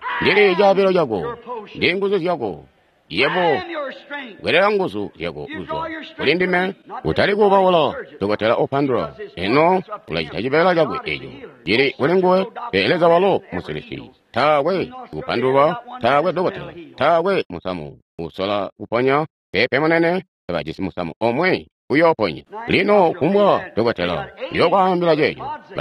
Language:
Tonga (Zambia)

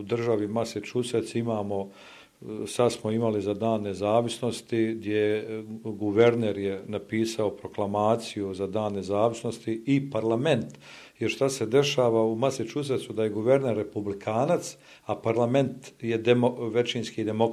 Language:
Bosnian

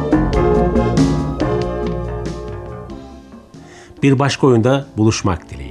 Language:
Turkish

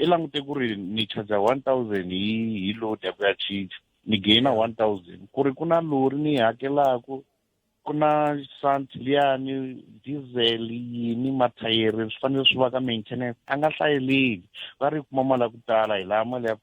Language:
Tsonga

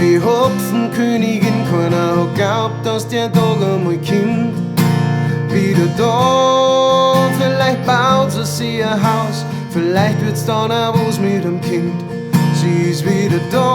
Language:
Bavarian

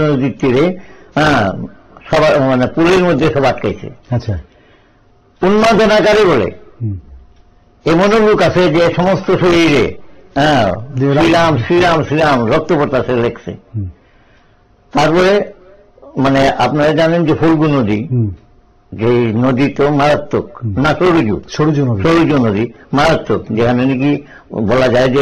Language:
Bangla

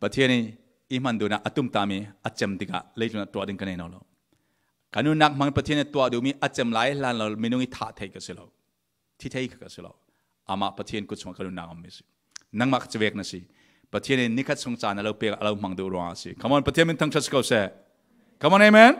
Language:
Falam Chin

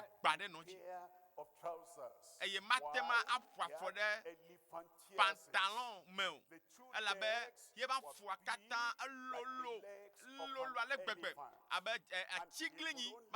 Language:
Ewe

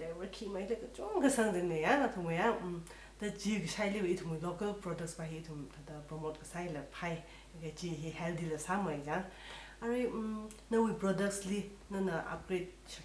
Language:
Tangkhul Naga (India)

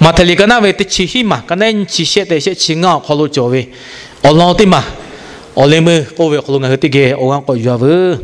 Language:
Lahu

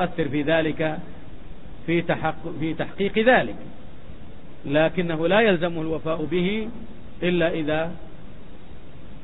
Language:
Arabic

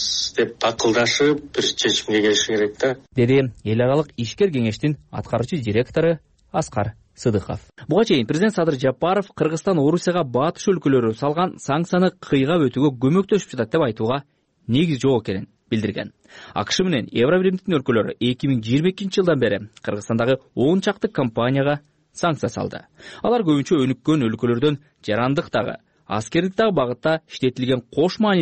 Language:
Kyrgyz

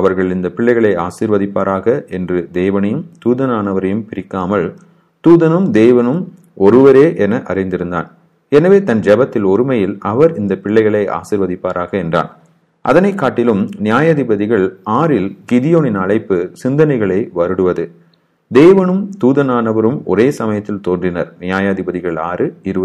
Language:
Tamil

